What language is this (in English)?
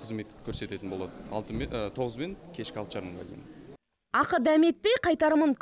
Kazakh